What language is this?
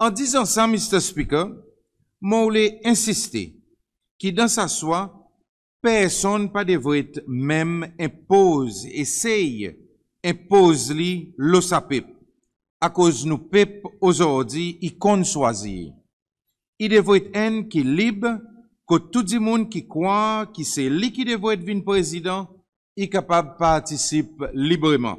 Seselwa Creole French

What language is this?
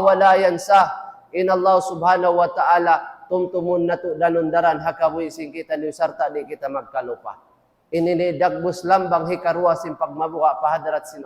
Tausug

